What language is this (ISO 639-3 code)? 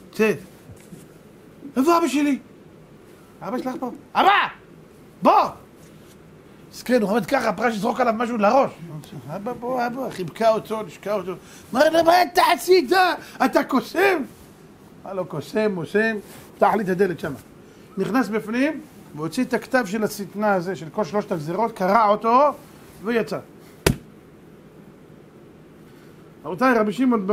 heb